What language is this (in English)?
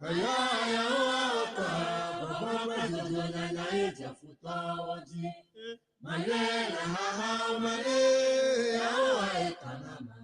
Ewe